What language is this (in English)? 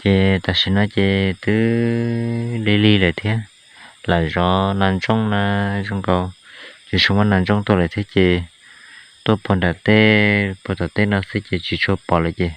Hmong